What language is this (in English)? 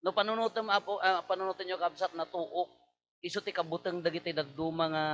Iloko